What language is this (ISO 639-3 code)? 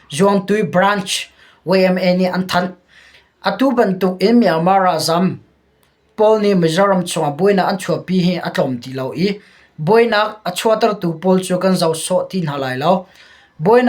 cnh